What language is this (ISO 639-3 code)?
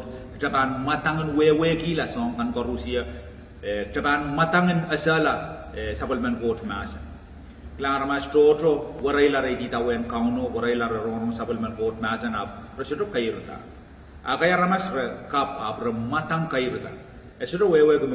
pon